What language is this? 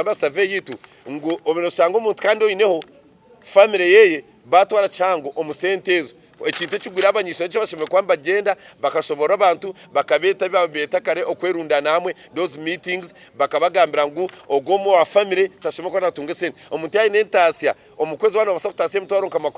Nyankole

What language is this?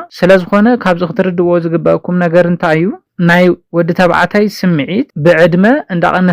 Tigrinya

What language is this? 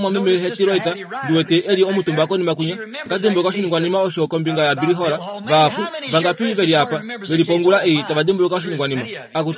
Kuanyama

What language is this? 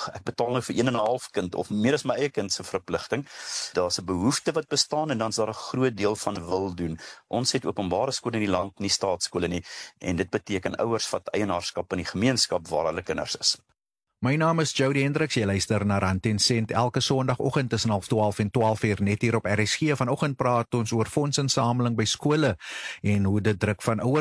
Afrikaans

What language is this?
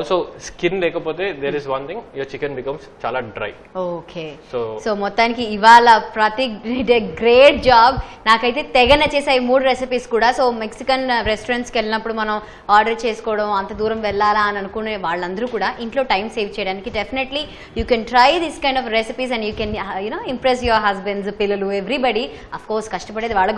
Telugu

